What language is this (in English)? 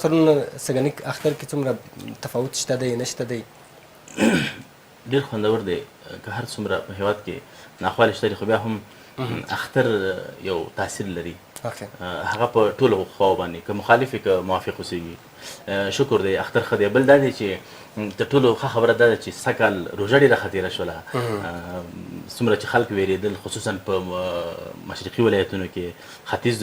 Pashto